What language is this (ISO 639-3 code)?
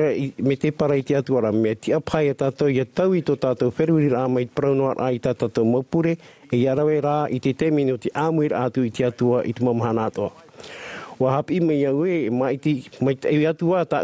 tah